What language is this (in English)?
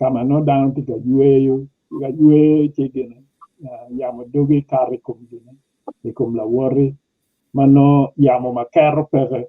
Acoli